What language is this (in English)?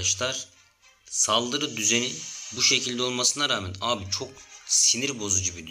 Turkish